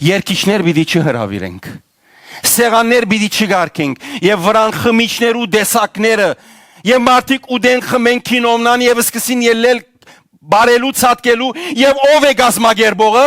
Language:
Western Armenian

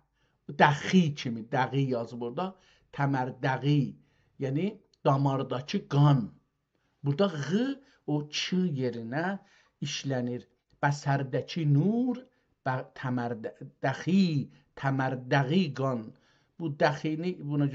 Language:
South Azerbaijani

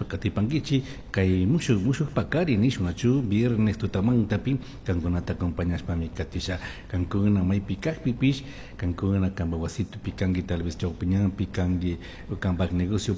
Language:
Chimborazo Highland Quichua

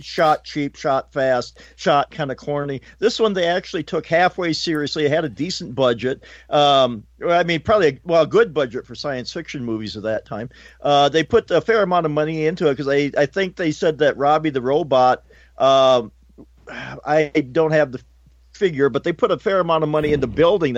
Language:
English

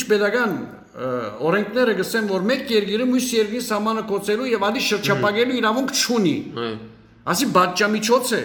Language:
Western Armenian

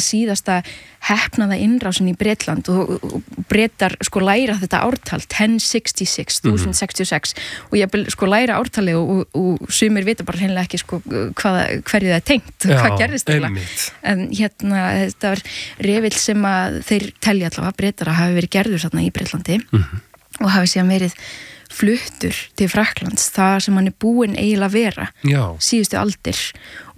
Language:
Icelandic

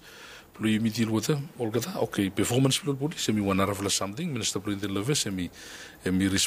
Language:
Bislama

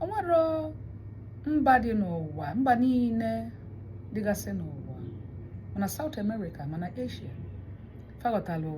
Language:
Igbo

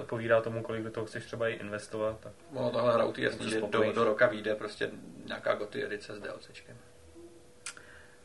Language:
Czech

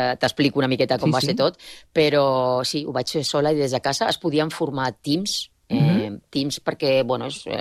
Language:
Catalan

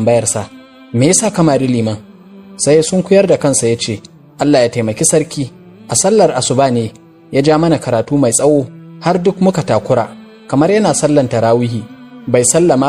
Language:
Hausa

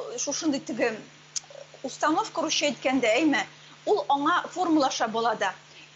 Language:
Tatar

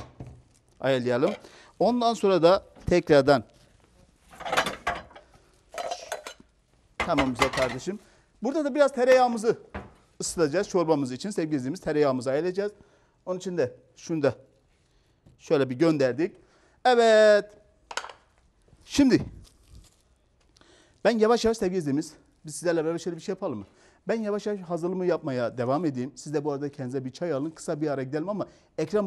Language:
Turkish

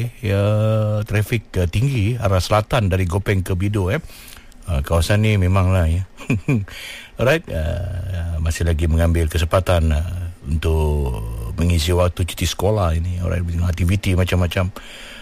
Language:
Malay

